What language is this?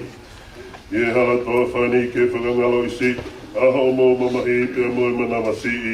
Tongan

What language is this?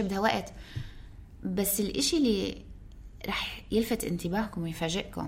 North Levantine Arabic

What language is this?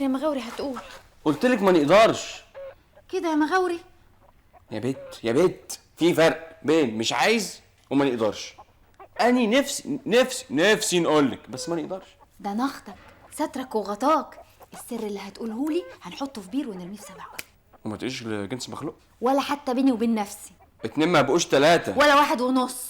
Egyptian Arabic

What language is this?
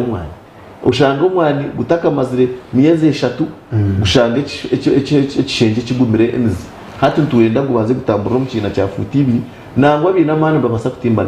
Nyankole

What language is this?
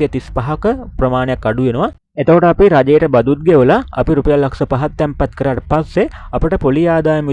Sinhala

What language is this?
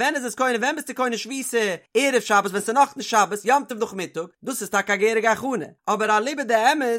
Yiddish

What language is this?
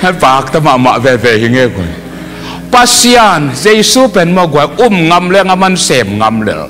Tedim Chin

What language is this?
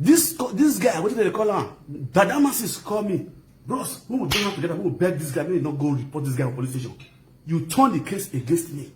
Nigerian Pidgin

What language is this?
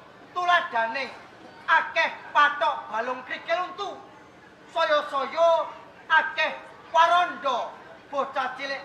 Javanese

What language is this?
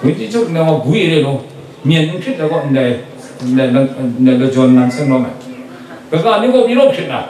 Kachin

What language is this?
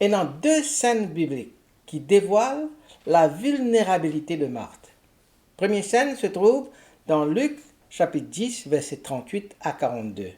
Morisyen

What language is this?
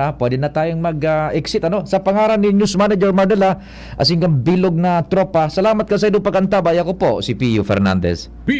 Bikol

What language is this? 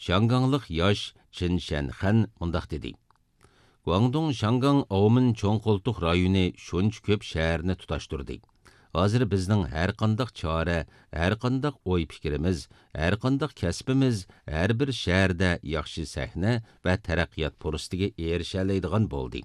Uyghur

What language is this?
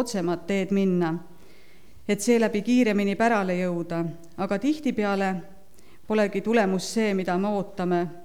Estonian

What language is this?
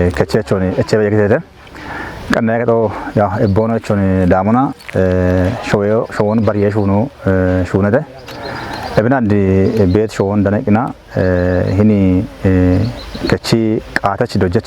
Kafa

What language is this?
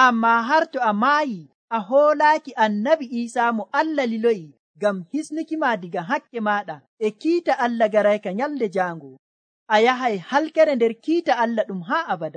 Nigerian Fulfulde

